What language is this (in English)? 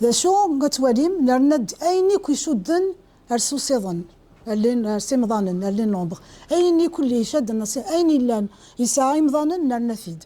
Kabyle